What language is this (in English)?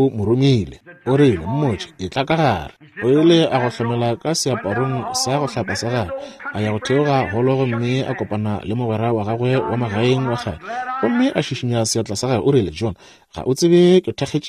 Northern Sotho